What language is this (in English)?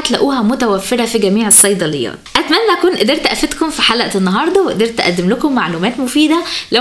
Egyptian Arabic